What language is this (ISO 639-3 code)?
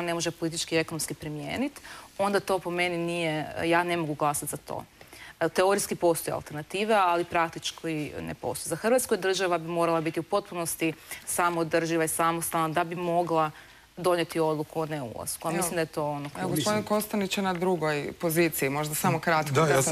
hrv